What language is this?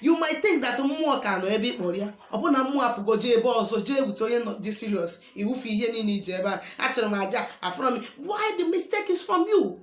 Igbo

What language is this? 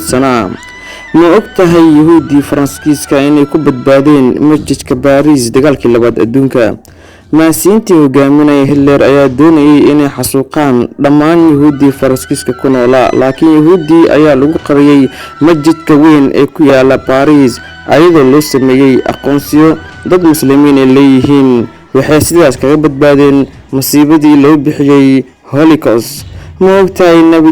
Somali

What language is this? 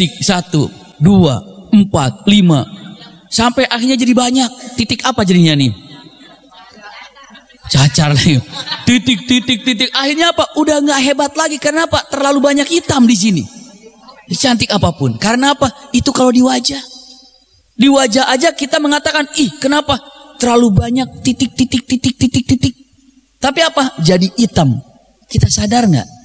Indonesian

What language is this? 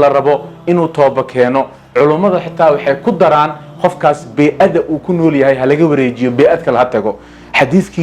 Somali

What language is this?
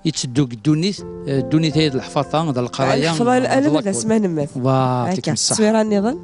Kabyle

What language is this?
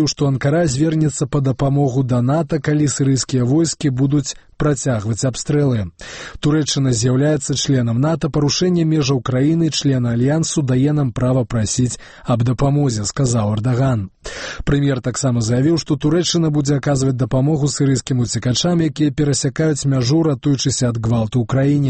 Belarusian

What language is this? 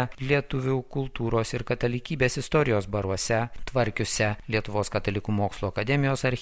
Lithuanian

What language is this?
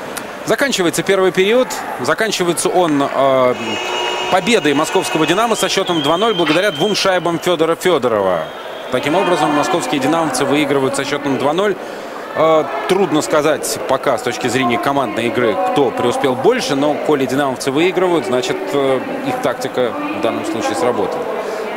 Russian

